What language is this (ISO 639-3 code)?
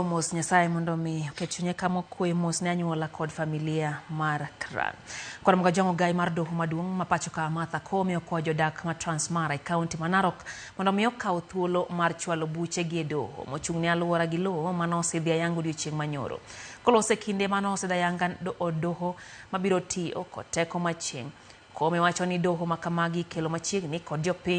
luo